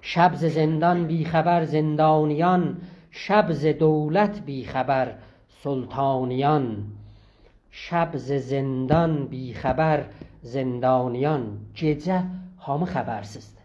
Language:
South Azerbaijani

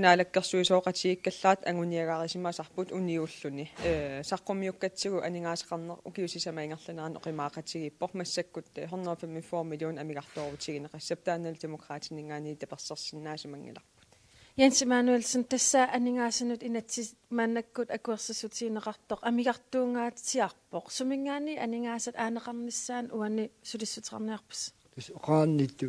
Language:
Kalaallisut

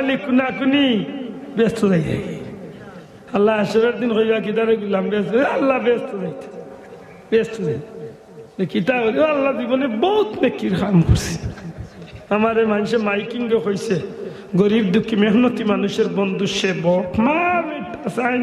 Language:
Sylheti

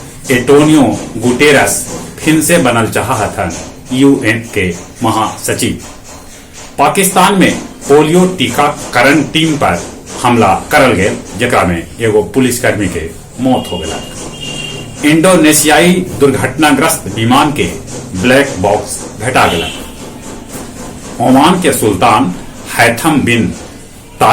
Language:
Magahi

